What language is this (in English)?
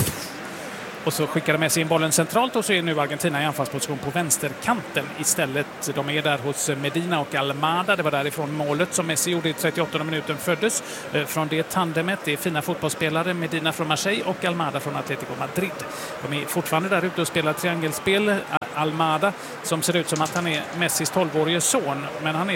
Swedish